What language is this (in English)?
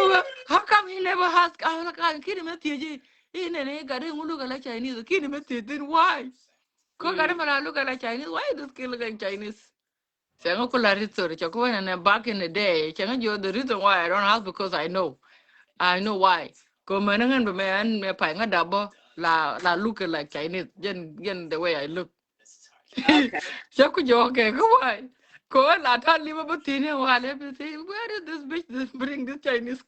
Nuer